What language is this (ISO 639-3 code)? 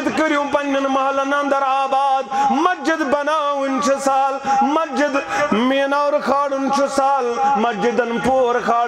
kas